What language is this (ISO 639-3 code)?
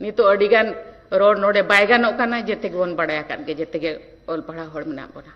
sat